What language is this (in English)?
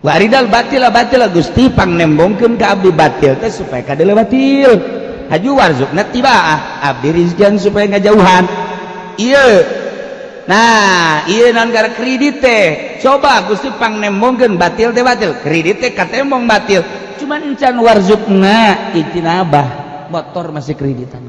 Sundanese